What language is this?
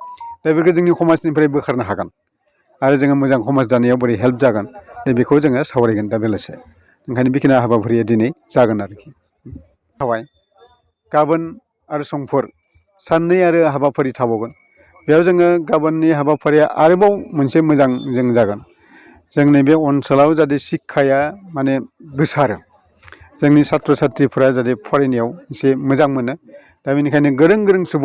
Bodo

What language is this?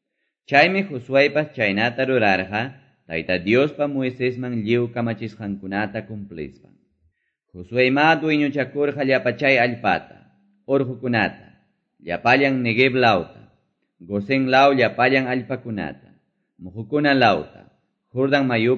Quechua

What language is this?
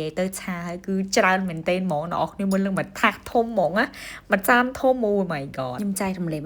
Khmer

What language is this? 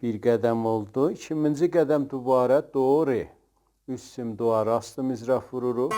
South Azerbaijani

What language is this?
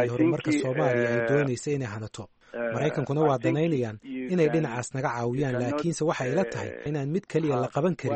Somali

